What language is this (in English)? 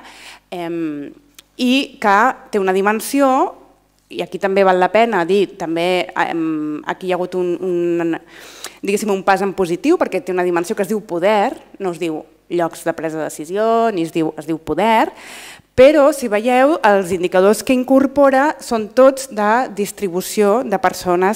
Catalan